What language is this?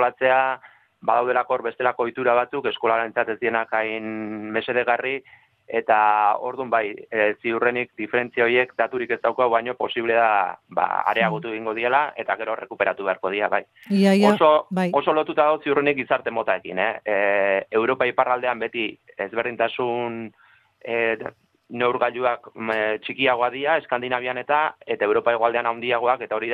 Basque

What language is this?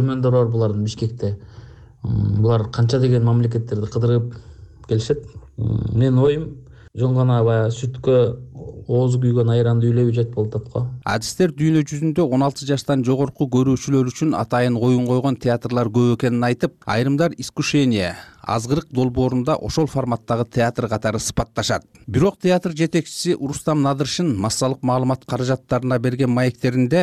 Kyrgyz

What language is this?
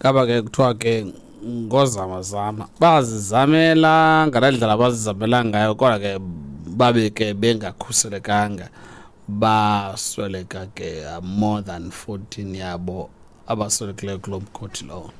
Xhosa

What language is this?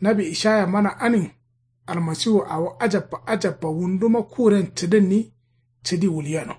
Kanuri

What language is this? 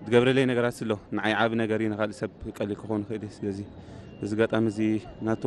Tigrinya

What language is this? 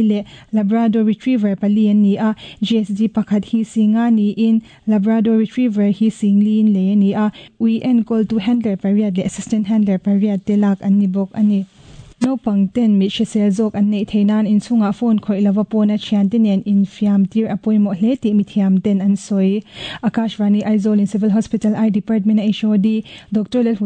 Mizo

